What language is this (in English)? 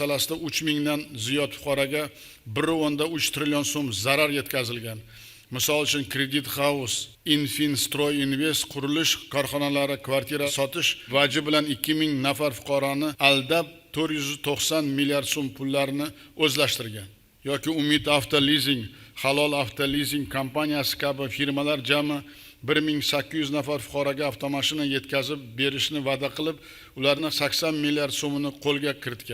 Uzbek